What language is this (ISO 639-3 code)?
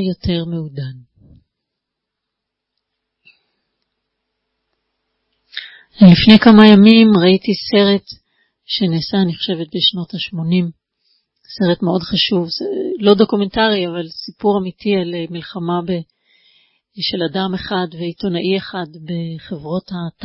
heb